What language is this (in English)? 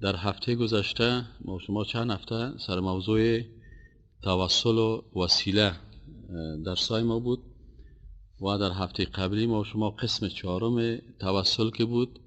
Persian